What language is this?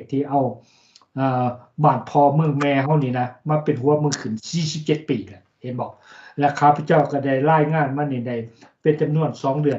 Lao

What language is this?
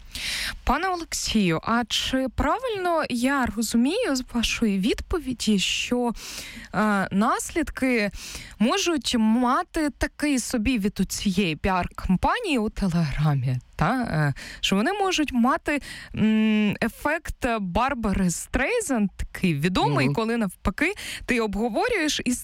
Ukrainian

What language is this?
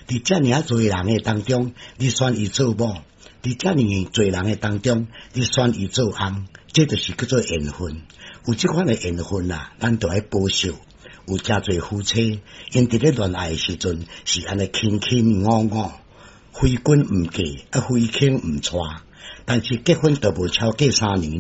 Min Nan Chinese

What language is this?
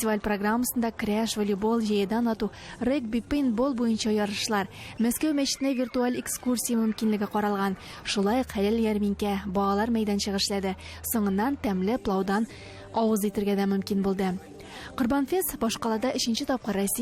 Tatar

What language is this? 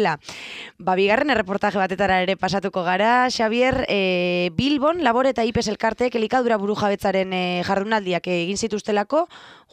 Basque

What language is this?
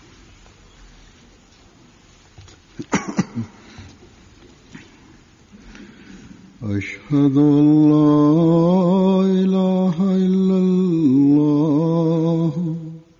Bangla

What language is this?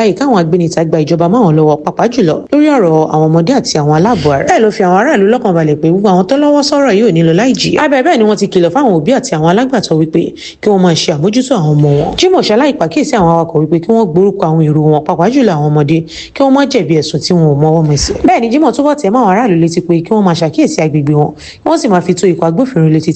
Yoruba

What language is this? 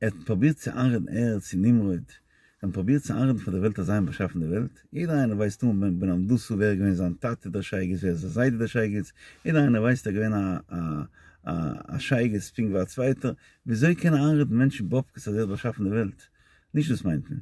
Yiddish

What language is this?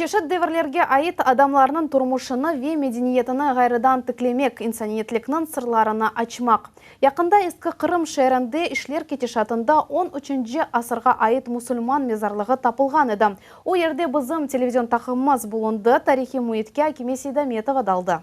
Crimean Tatar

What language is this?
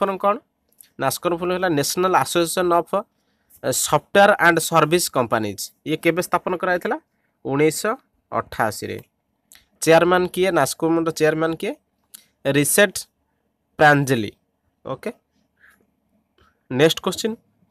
Odia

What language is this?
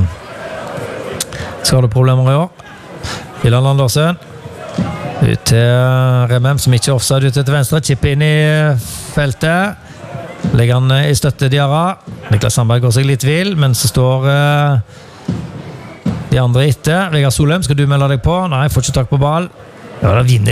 Norwegian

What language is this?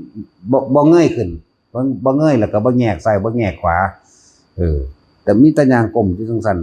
Northeastern Thai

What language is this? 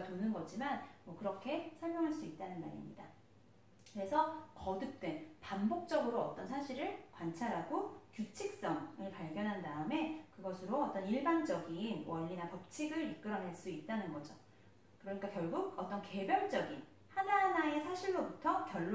Korean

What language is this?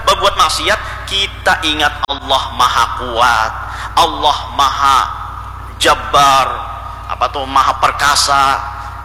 Banjar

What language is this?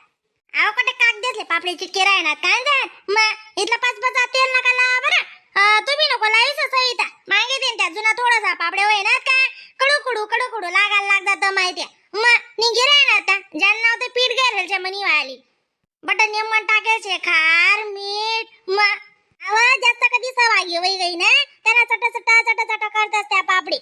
Khandesi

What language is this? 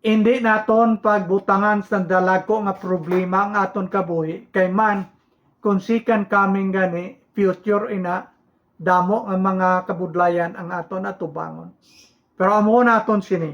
Hiligaynon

